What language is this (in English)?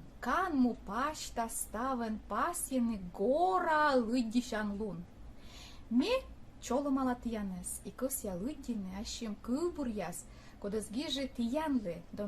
Komi